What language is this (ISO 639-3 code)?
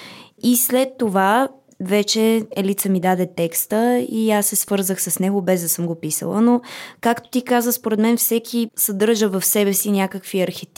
bul